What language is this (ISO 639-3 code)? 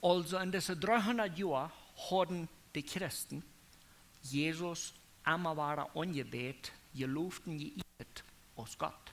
pdt